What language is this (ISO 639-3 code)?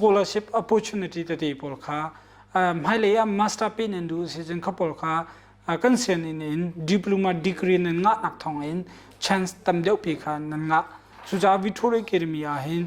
cnh